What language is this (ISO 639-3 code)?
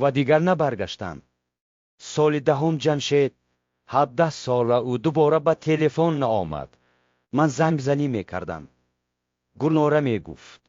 tgk